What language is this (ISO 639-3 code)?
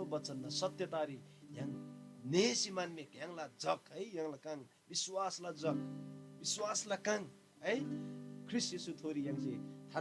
taj